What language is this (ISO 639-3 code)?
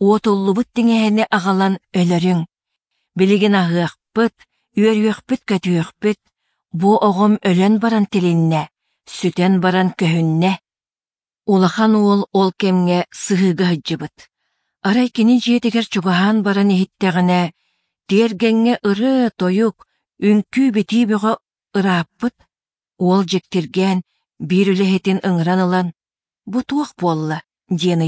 sah